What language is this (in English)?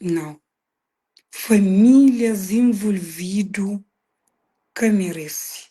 Kabuverdianu